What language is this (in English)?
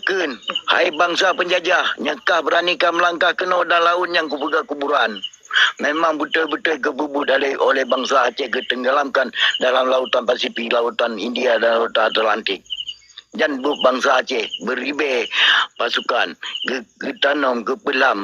Achinese